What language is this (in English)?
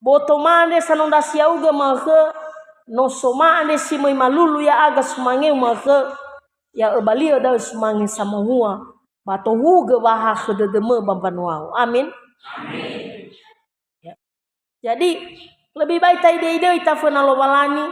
Nias